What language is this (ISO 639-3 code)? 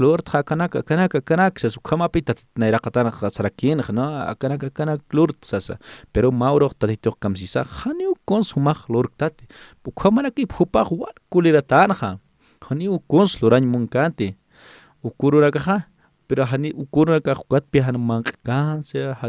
aym